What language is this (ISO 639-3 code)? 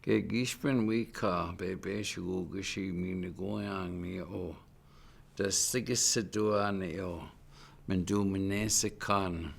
ciw